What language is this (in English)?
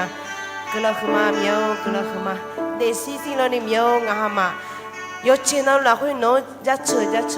Akha